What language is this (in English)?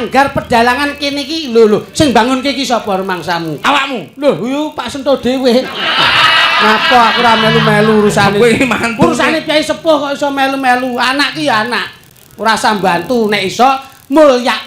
Javanese